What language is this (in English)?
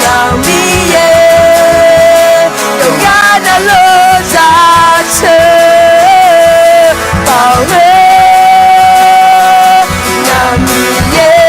Akha